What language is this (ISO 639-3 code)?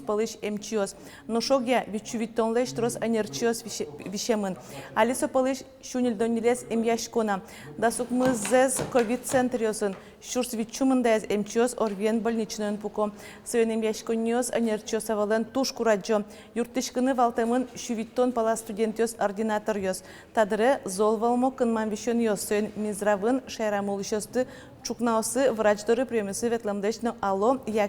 udm